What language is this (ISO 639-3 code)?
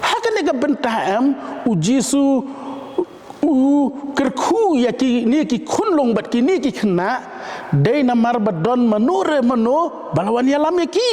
kha